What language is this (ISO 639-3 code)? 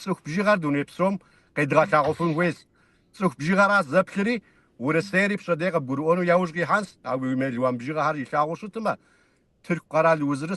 kbd